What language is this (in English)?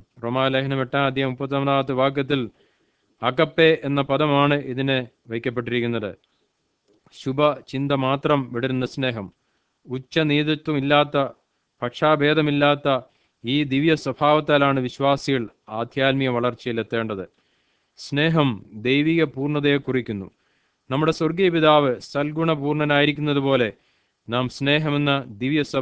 Malayalam